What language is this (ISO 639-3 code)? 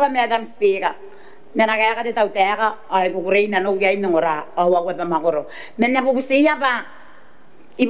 gil